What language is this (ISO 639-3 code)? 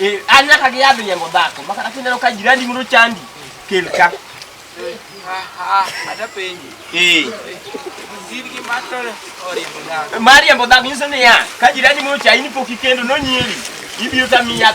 luo